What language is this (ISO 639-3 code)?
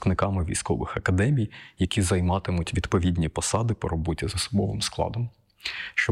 ukr